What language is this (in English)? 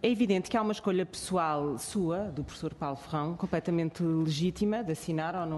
Portuguese